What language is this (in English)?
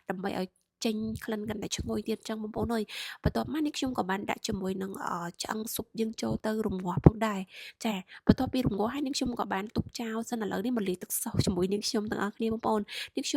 Khmer